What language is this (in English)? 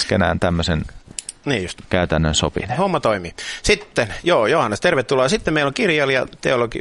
Finnish